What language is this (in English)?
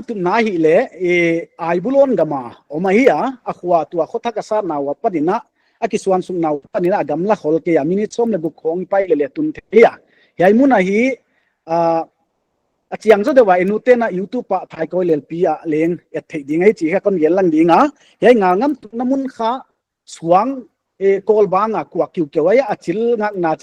Paite Chin